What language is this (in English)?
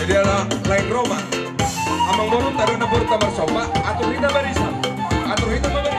Batak Toba